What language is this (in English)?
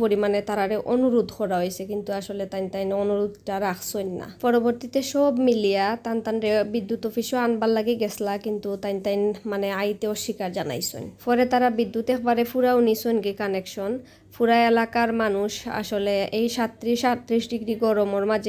Sylheti